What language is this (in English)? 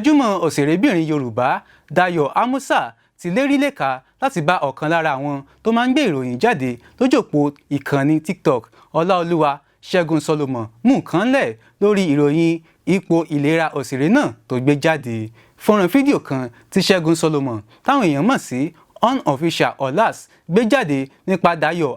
Yoruba